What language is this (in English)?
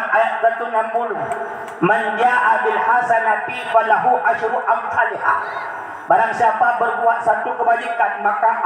Achinese